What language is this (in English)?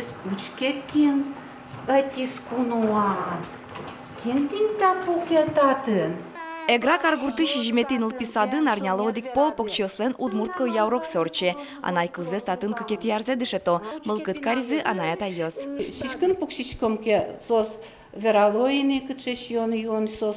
Udmurt